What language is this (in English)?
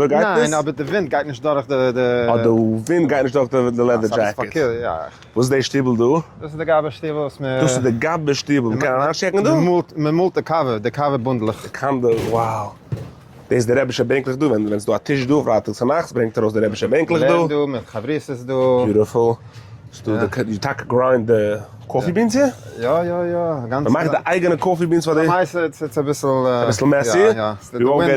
Yiddish